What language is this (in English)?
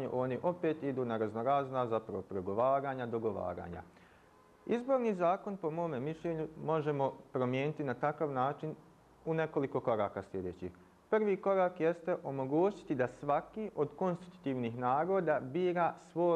Bosnian